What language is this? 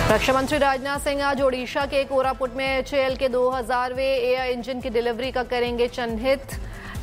Hindi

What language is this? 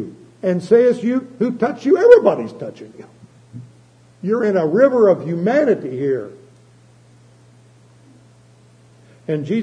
English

